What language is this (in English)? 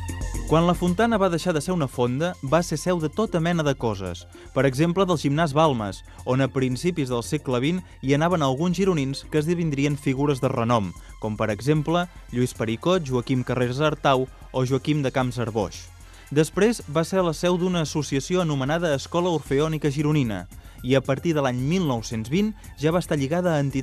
Catalan